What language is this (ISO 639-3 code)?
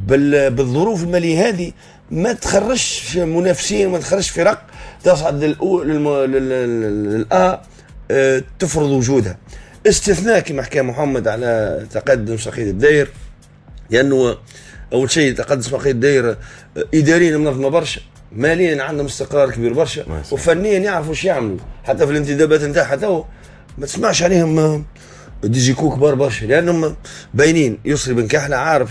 aeb